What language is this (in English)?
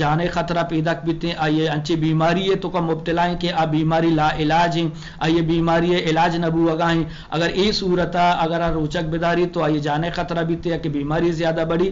Eastern Balochi